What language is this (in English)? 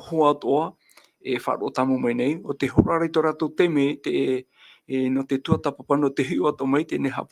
Tahitian